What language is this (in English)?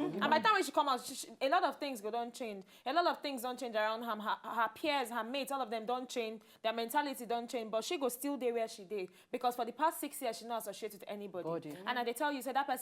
Nigerian Pidgin